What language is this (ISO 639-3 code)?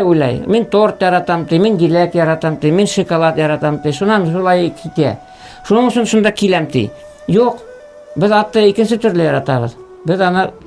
bak